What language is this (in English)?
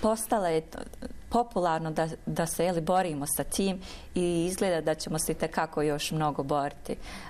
Bosnian